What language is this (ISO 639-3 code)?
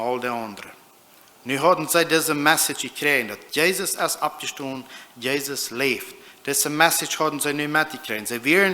pdt